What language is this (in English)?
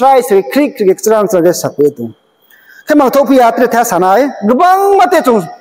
Riang (India)